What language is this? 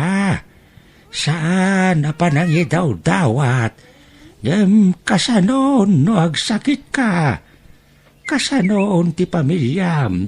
Iloko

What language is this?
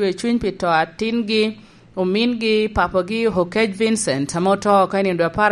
Lango (Uganda)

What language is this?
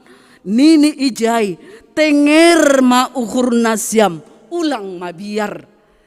Batak Simalungun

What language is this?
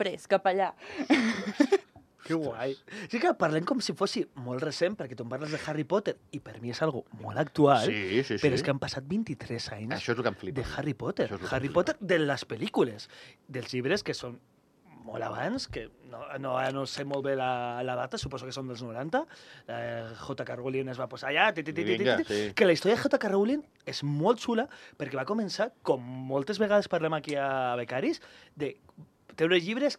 Catalan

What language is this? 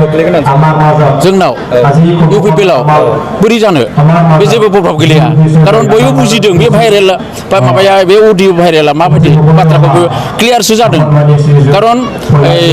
Bodo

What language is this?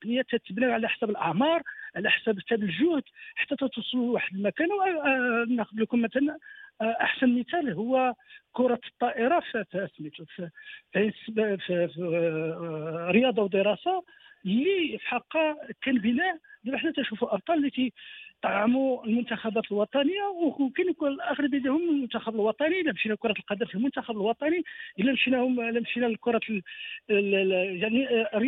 Moroccan Arabic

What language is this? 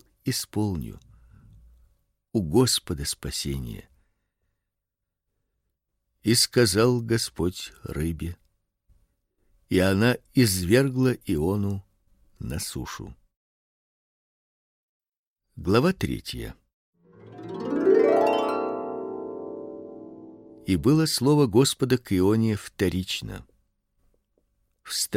Russian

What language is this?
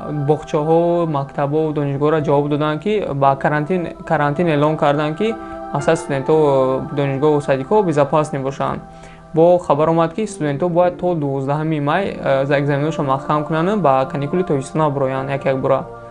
Tajik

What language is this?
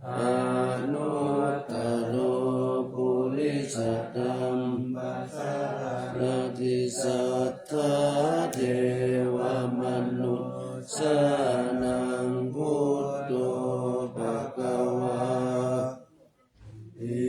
Pali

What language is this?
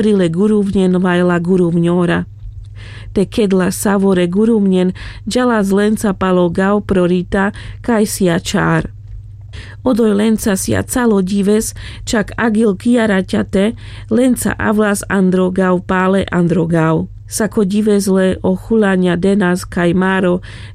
Carpathian Romani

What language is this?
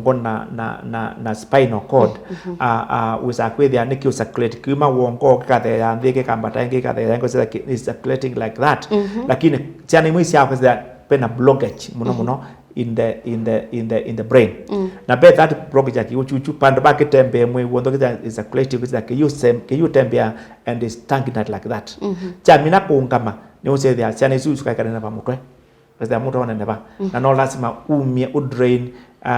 Kamba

